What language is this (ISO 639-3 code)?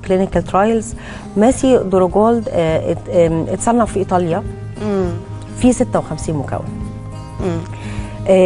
arz